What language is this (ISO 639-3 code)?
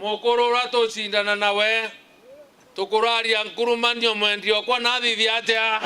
mer